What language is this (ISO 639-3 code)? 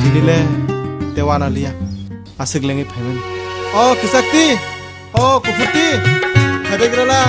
trp